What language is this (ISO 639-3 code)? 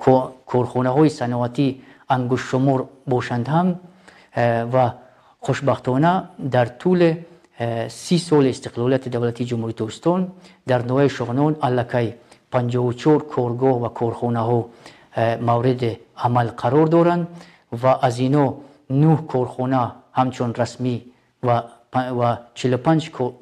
tgk